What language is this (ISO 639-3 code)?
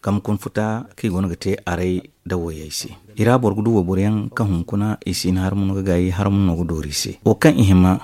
dje